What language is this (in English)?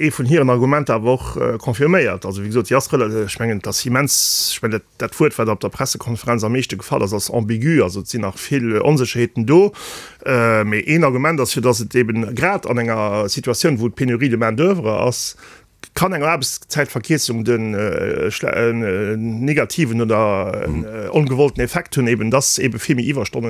Luxembourgish